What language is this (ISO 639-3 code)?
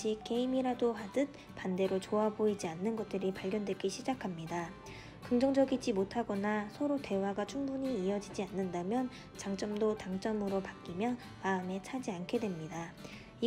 kor